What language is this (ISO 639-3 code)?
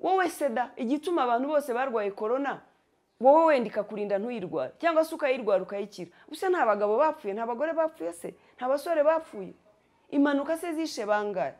kin